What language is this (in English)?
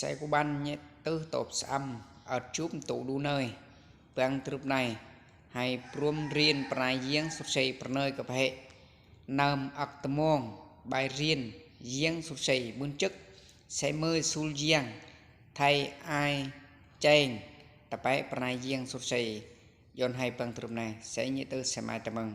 Eastern Bru